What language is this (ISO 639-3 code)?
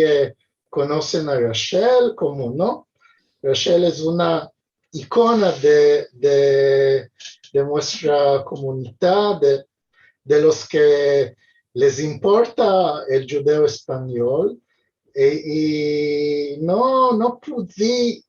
lad